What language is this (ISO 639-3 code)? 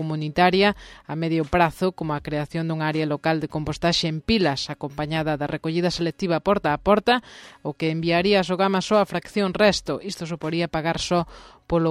glg